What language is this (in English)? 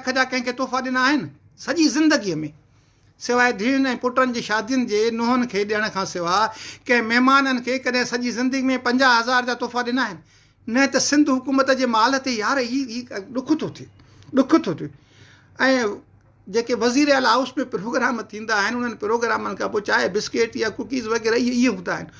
Sindhi